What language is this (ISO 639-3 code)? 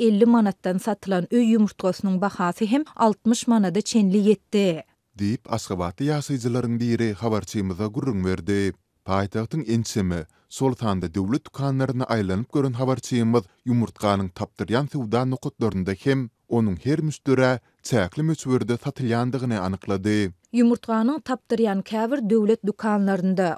tuk